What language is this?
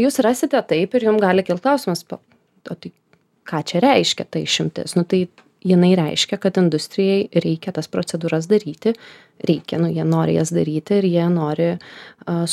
Lithuanian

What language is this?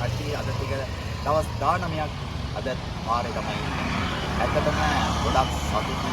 Sinhala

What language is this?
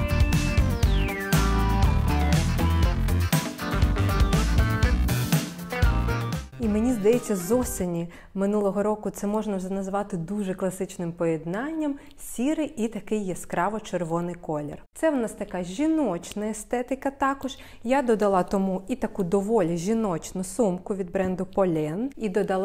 Ukrainian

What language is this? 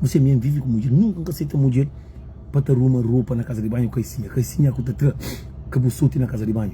Kabuverdianu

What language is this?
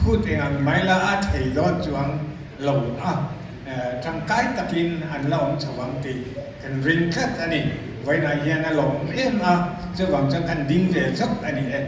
Mizo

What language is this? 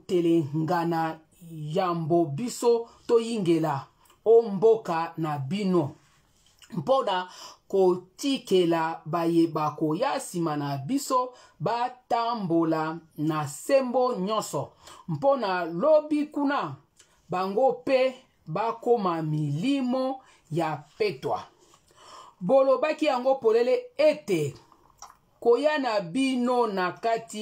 Lingala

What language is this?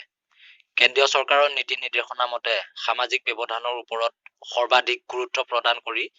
Assamese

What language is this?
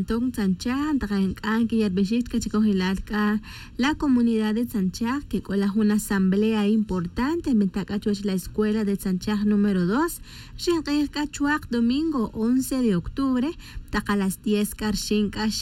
Tz'utujil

